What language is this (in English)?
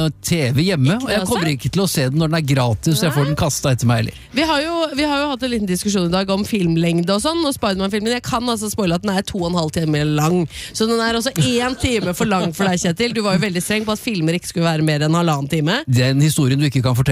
Norwegian